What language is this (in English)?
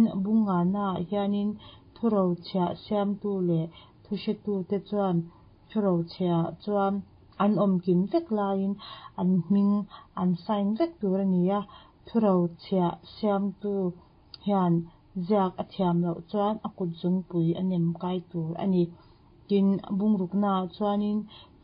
Mizo